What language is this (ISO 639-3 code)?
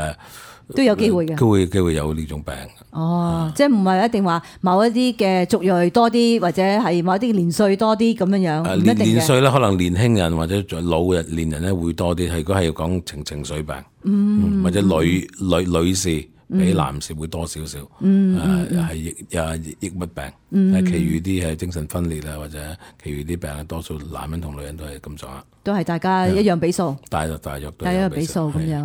yue